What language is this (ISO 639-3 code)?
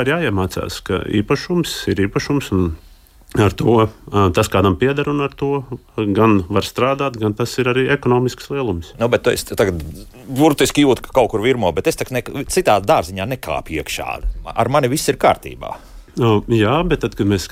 lav